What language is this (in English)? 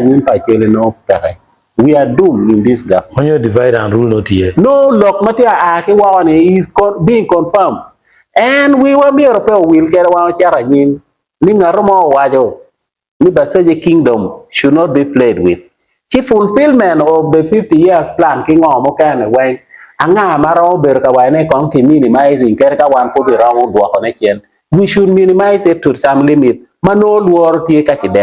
Acoli